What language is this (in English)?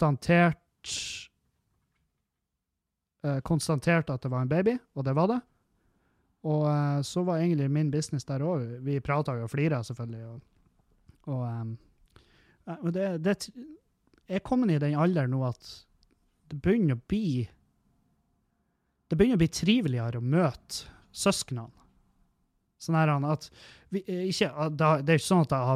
Norwegian